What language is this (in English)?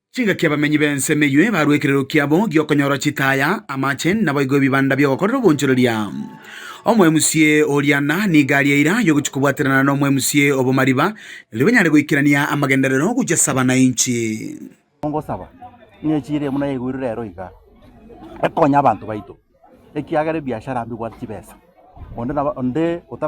Gusii